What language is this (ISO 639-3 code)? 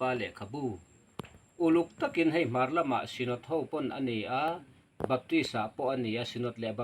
lus